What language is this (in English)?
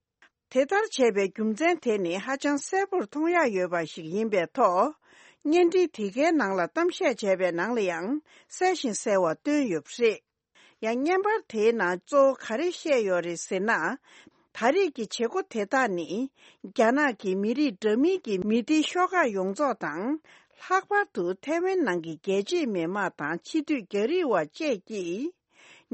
Tibetan